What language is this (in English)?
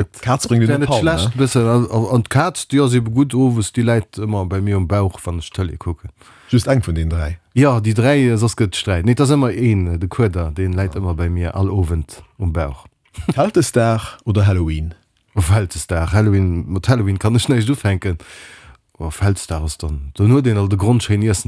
Luxembourgish